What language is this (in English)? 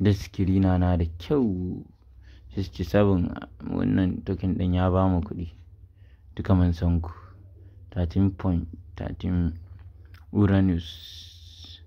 Hausa